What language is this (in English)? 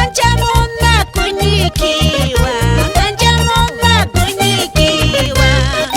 Quechua